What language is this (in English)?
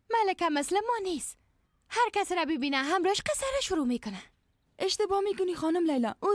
Persian